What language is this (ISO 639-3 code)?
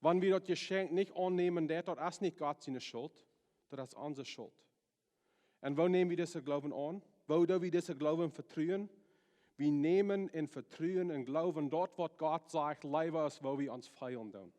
pdt